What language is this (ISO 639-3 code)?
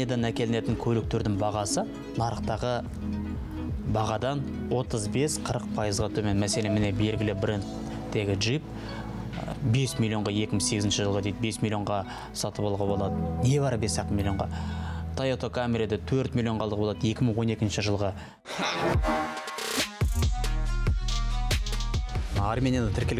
kaz